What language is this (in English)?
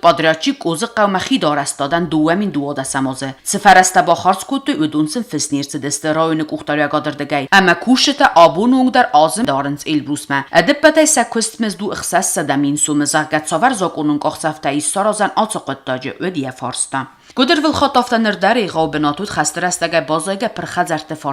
Ossetic